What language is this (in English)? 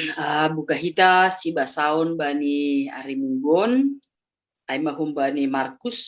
Batak Simalungun